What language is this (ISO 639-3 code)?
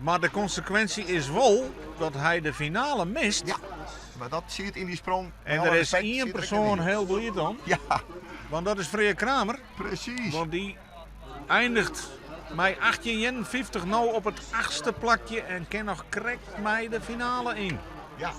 fry